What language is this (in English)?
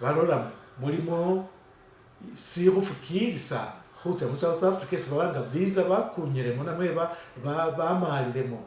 Masaaba